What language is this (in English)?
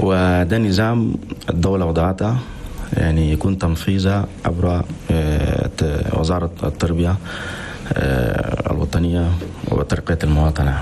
Chadian Arabic